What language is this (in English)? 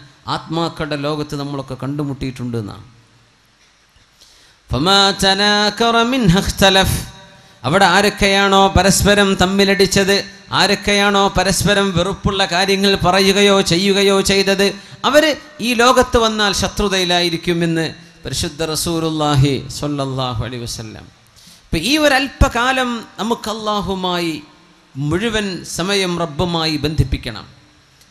Malayalam